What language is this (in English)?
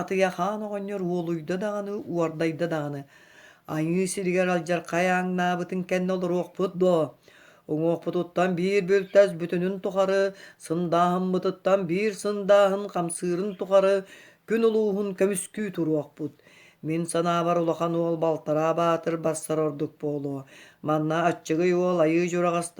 Yakut